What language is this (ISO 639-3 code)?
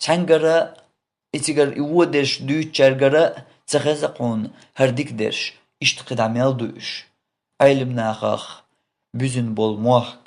che